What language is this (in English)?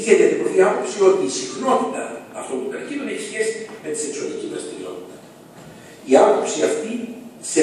Greek